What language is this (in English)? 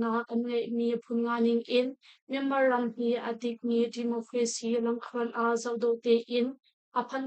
Hakha Chin